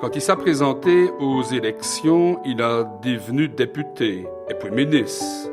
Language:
Walloon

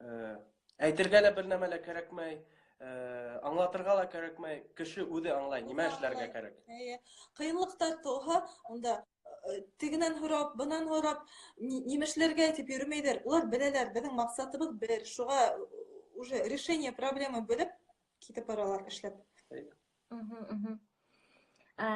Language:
Bashkir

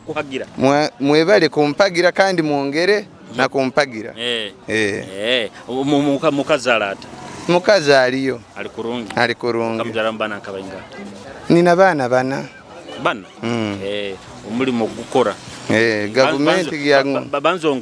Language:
Nyoro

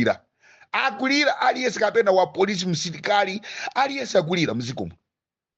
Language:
Nyanja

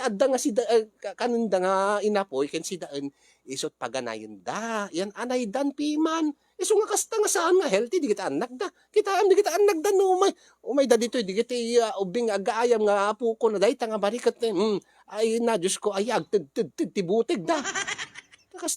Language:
Iloko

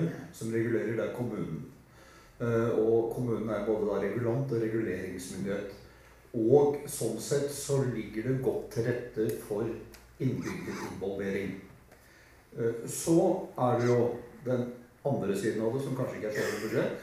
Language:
Norwegian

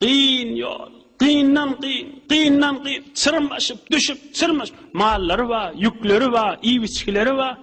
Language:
Turkmen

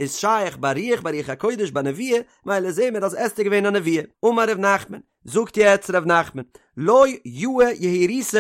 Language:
Yiddish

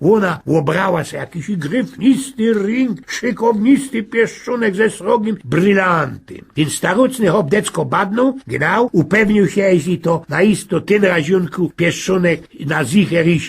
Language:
Silesian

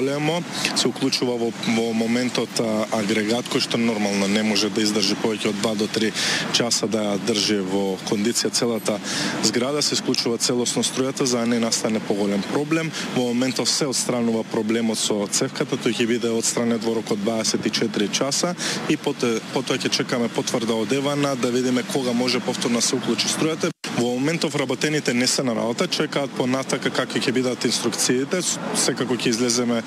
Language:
Macedonian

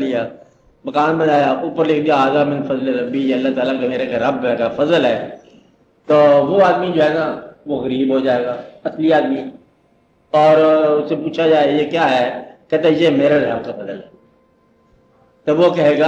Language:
Urdu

